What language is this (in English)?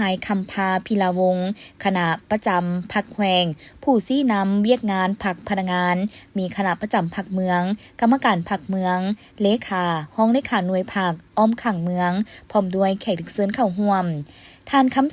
Lao